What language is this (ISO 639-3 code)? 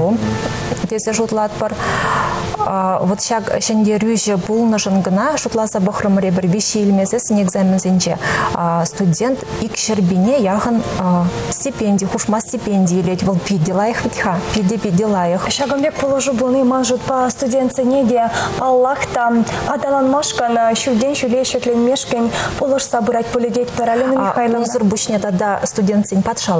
chv